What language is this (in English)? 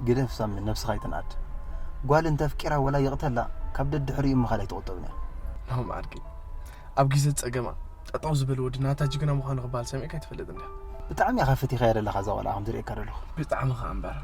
Tigrinya